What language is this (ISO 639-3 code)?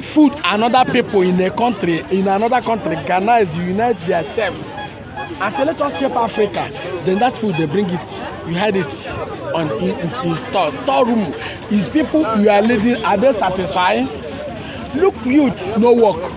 pcm